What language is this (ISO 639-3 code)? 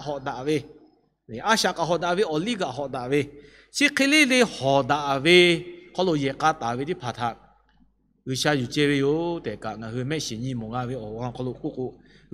lhu